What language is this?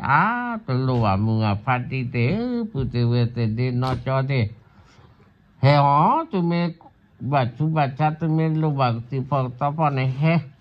S'gaw Karen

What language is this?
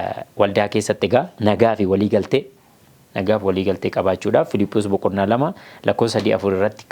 Oromo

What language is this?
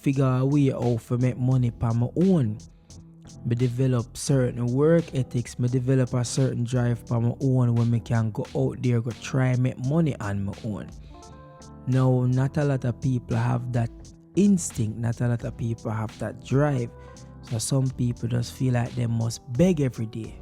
Jamaican Creole English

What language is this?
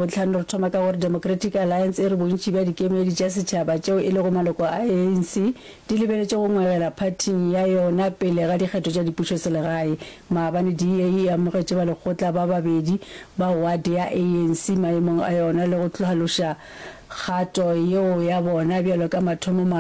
Northern Sotho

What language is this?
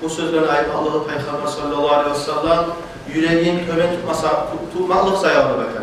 Kumyk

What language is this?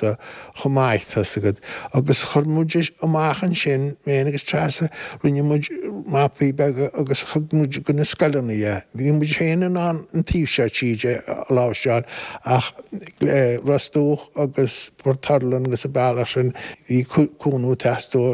Irish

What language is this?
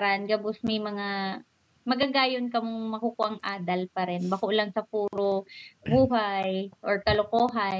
Bikol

